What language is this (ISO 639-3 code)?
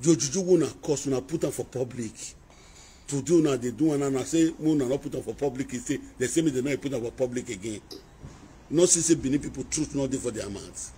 pcm